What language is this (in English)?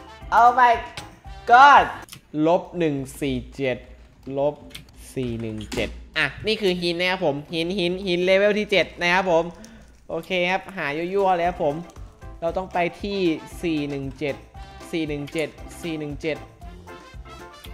Thai